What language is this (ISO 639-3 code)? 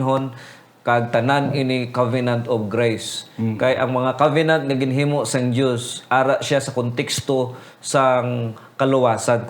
hil